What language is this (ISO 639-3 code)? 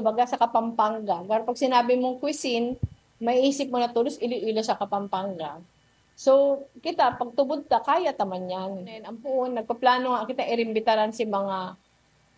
bik